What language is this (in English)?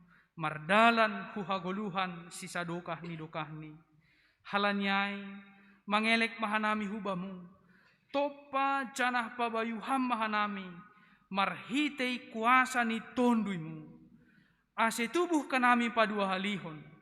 Batak Simalungun